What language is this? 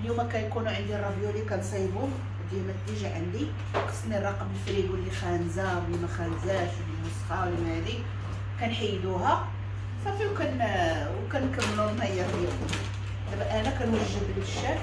Moroccan Arabic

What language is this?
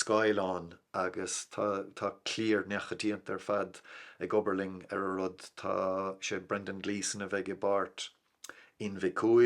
Irish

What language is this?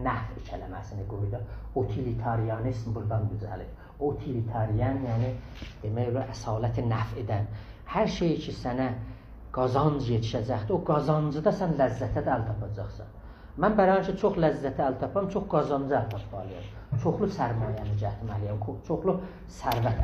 South Azerbaijani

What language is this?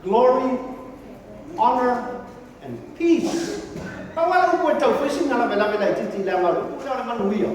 Samoan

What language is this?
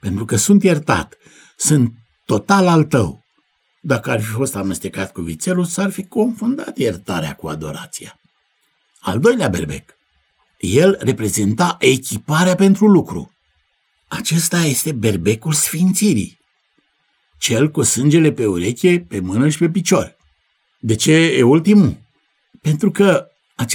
Romanian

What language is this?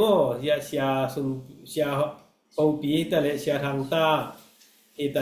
Tedim Chin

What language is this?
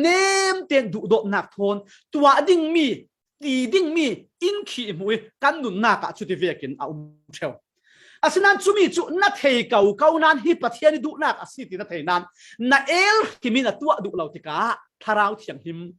Falam Chin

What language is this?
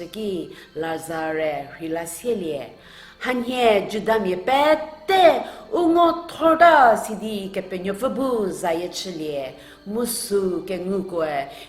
Angami Naga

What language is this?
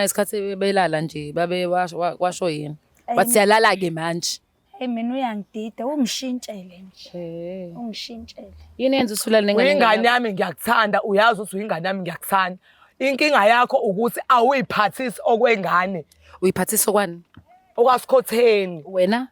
Zulu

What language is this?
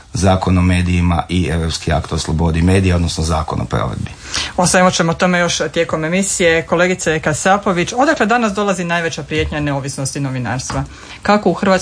Croatian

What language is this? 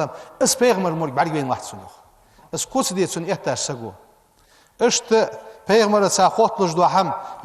Ingush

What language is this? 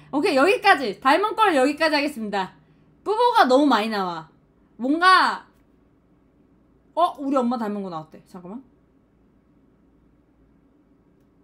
Korean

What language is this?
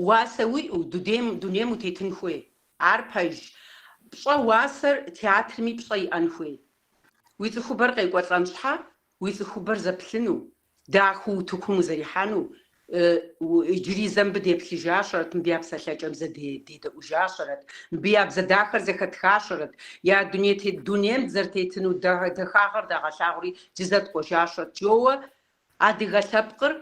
Kabardian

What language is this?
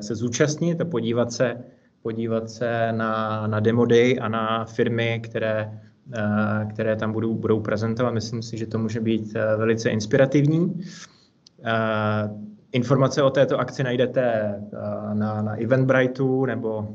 Czech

